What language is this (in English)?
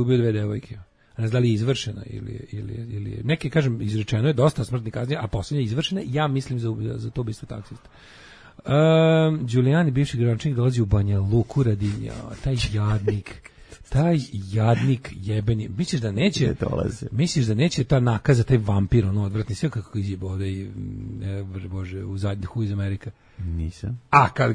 Serbian